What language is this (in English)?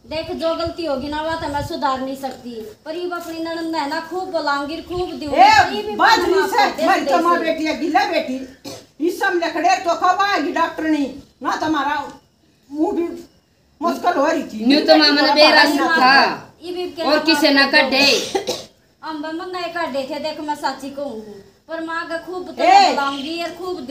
Haryanvi